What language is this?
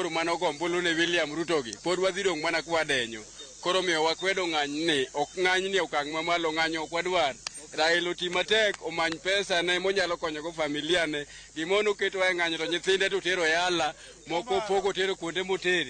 Luo (Kenya and Tanzania)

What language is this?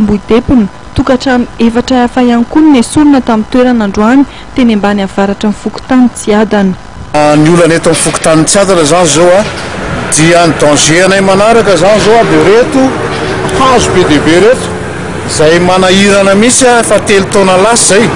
Malagasy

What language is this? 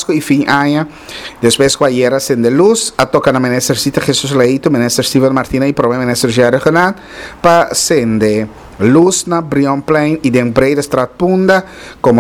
Papiamento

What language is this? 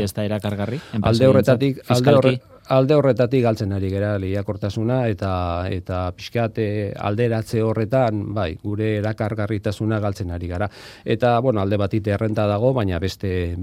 Basque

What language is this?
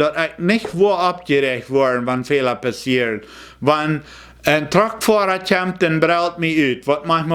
Plautdietsch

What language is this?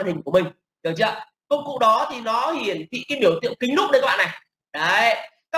Vietnamese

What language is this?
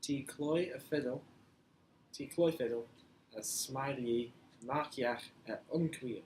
Manx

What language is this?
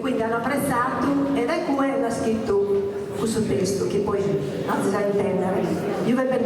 Sardinian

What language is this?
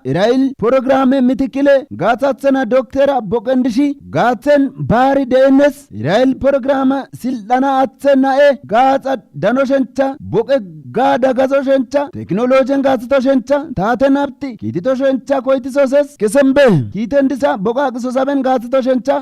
Kafa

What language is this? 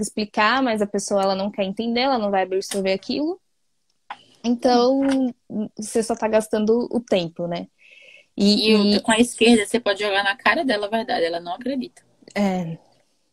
Portuguese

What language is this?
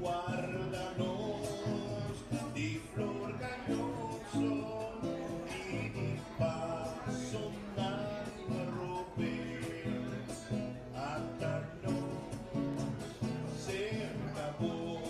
Papiamento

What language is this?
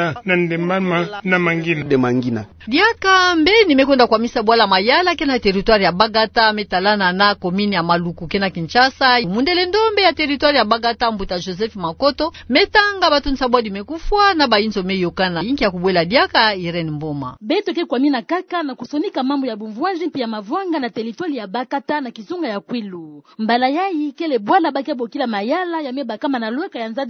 Kituba (Democratic Republic of Congo)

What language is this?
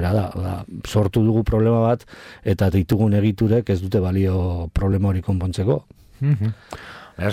Basque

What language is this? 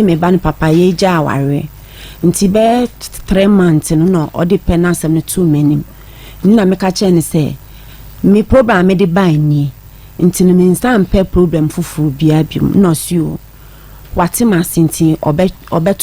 Akan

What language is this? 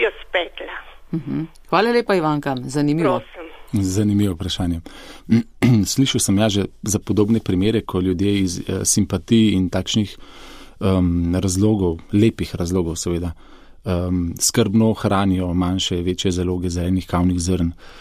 Slovenian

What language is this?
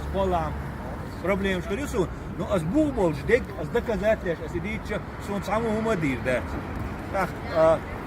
Chechen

